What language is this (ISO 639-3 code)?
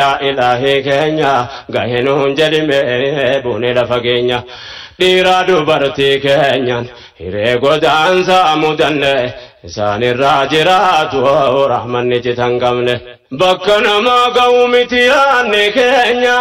orm